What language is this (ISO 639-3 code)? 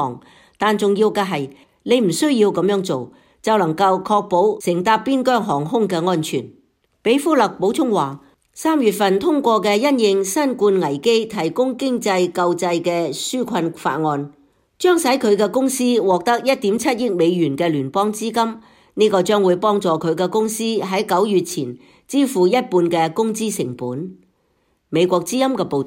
yue